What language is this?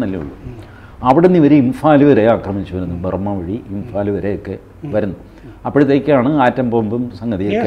Malayalam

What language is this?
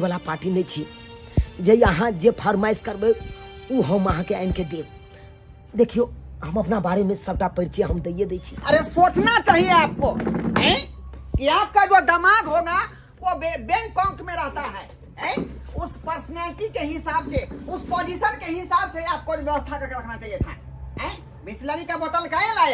Maithili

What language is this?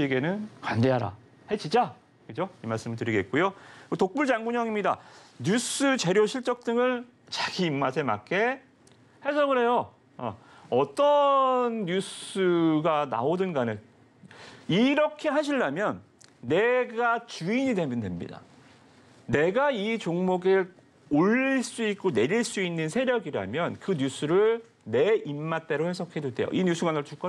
Korean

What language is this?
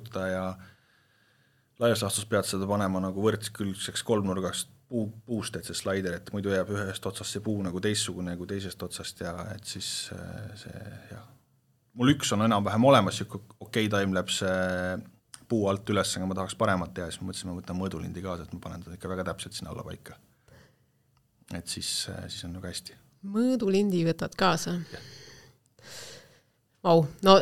Estonian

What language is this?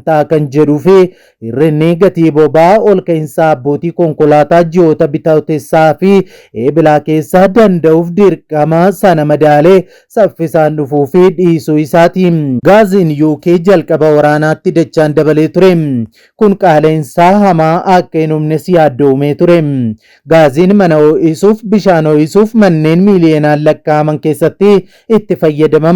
Oromo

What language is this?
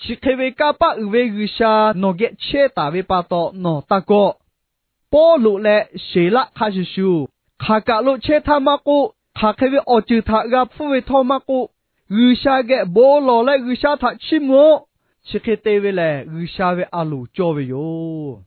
Lahu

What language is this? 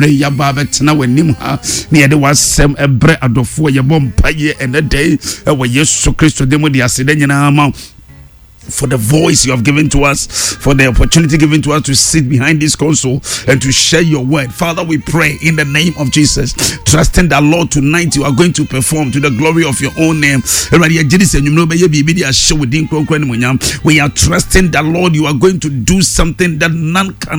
Akan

